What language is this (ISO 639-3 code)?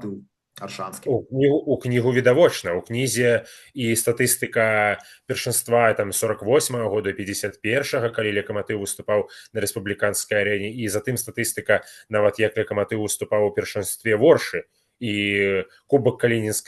bel